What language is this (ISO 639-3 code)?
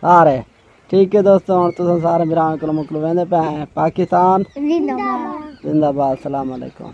skr